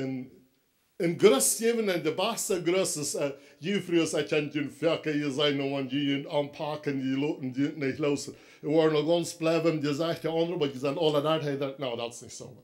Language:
Plautdietsch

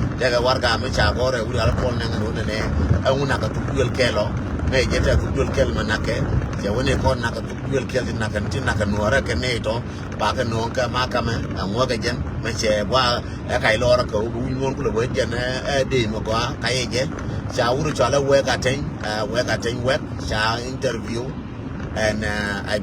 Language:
Nuer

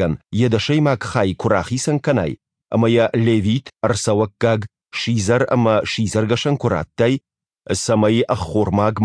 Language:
Ossetic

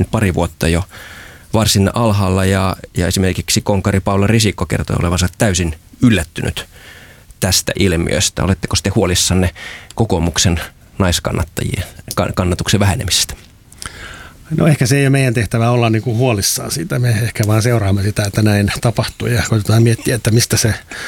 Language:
Finnish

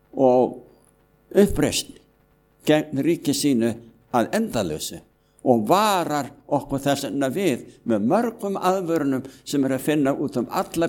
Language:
Icelandic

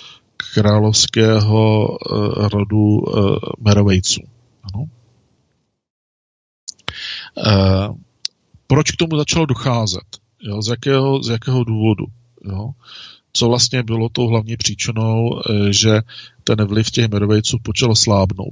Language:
Czech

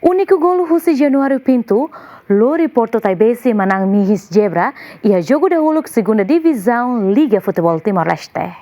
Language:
Tetum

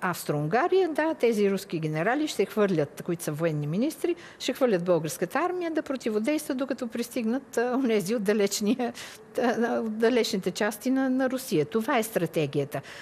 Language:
Bulgarian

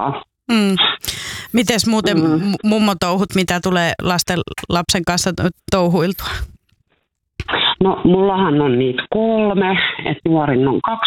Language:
Finnish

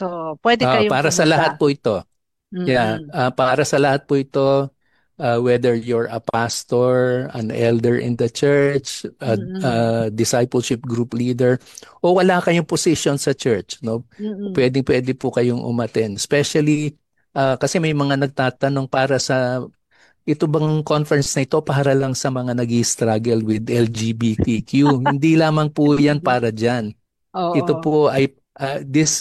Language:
Filipino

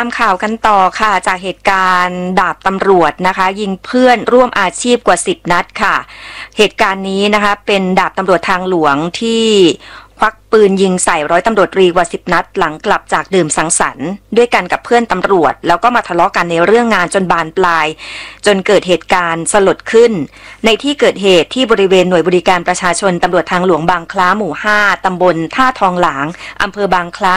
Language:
Thai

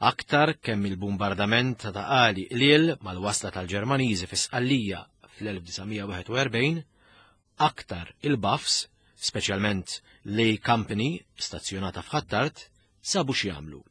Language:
Maltese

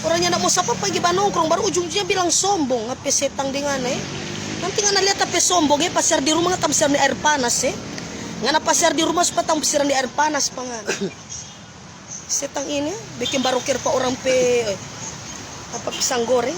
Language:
Manado Malay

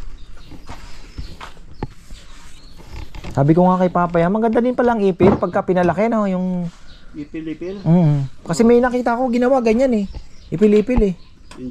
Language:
Filipino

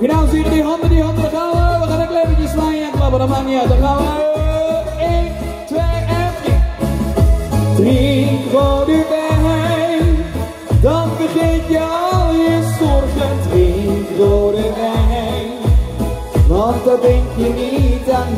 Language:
Dutch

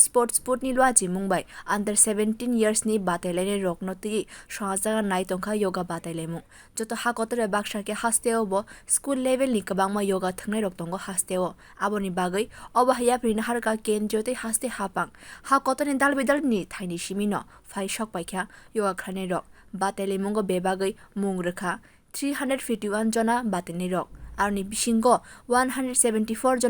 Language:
Kok Borok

